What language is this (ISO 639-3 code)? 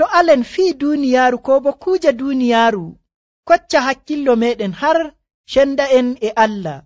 fuv